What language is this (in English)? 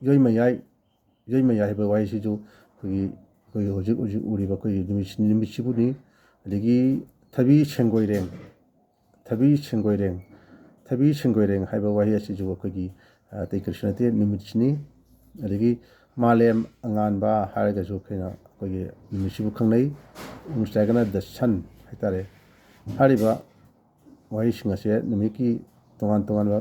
Manipuri